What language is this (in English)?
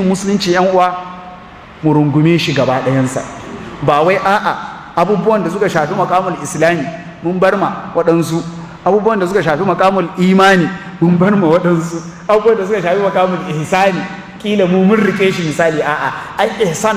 Hausa